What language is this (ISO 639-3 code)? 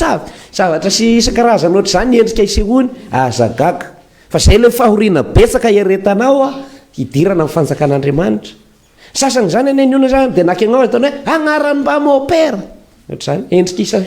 mlg